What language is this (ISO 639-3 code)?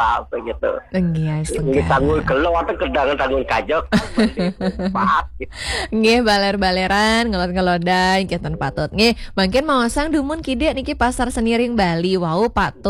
ban